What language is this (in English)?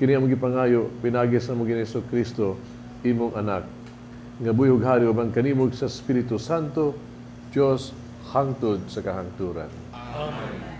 Cebuano